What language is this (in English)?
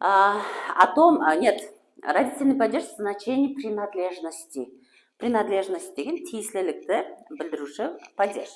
Kara-Kalpak